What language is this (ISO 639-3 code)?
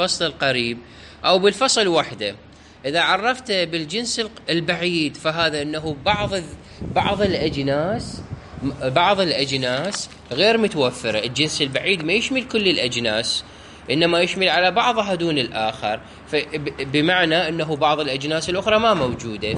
acm